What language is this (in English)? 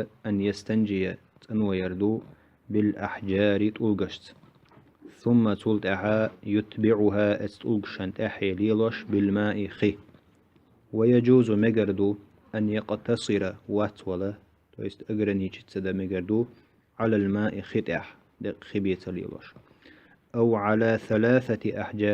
Chechen